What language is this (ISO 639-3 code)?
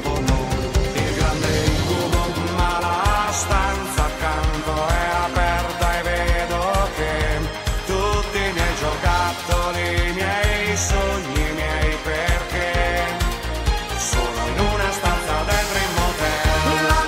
ita